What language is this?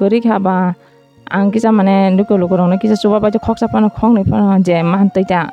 Kok Borok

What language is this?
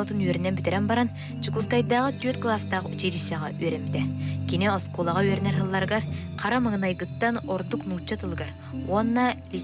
Yakut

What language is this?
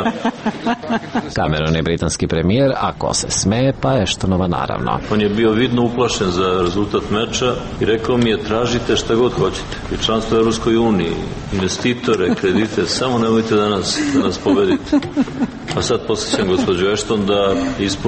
Serbian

